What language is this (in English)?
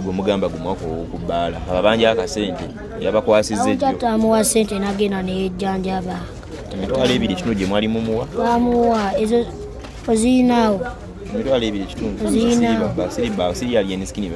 Ganda